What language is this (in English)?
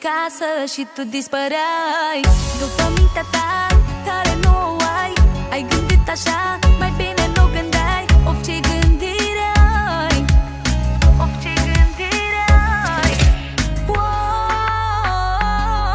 Romanian